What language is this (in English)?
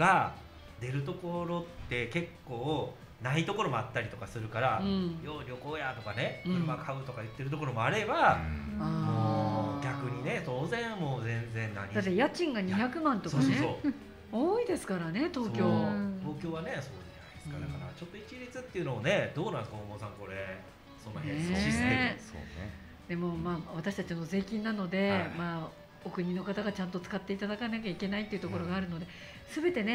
Japanese